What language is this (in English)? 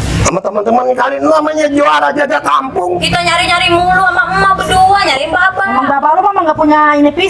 Betawi